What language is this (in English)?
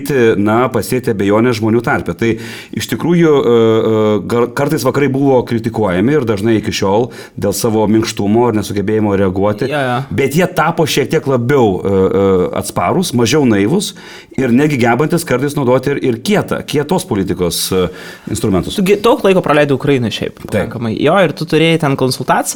Lithuanian